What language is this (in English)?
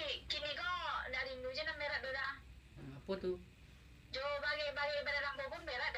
Minangkabau